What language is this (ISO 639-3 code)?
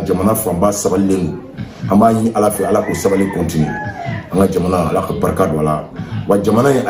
bam